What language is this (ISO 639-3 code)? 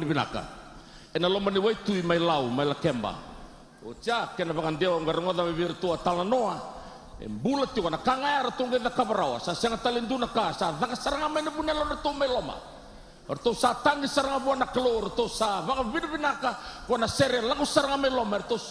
fij